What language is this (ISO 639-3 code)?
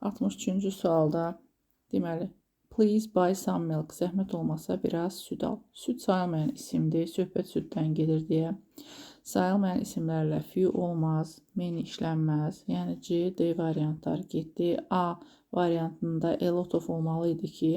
aze